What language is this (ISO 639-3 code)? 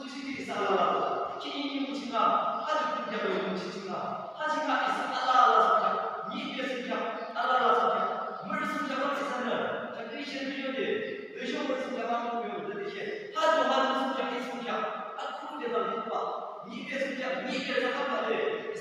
yim